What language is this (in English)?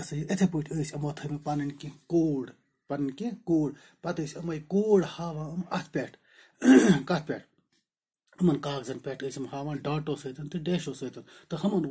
Kashmiri